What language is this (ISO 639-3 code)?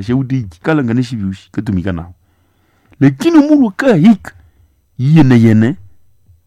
nnb